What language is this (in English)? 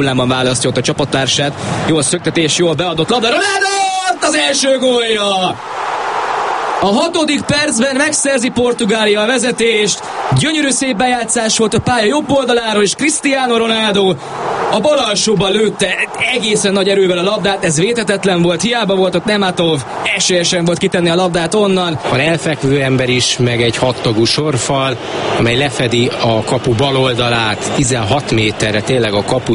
Hungarian